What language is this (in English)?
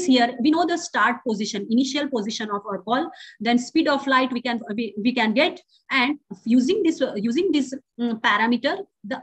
English